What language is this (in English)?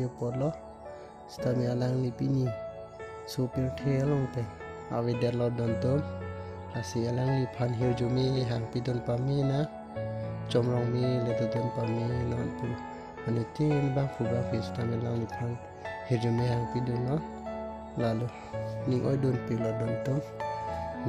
Karbi